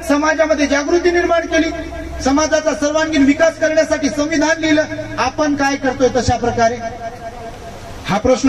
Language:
Marathi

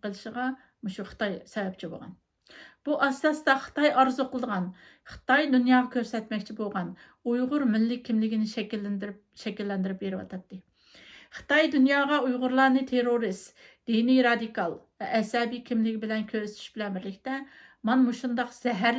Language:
Uyghur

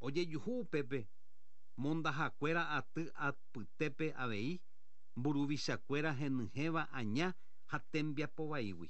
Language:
Guarani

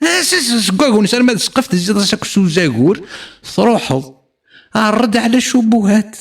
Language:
Kabyle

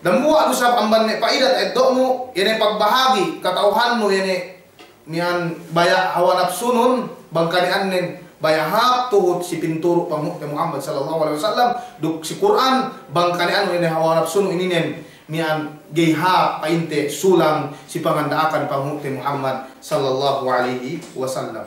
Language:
Yakan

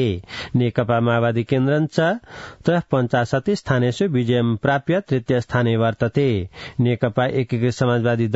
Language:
Sanskrit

